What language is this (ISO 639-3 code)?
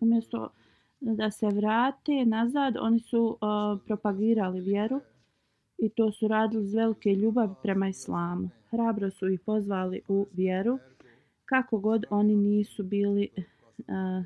bos